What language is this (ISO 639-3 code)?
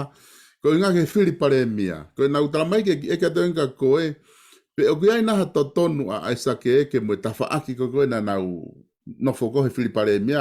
ton